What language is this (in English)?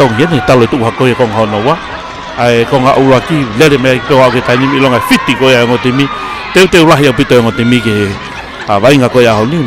Tongan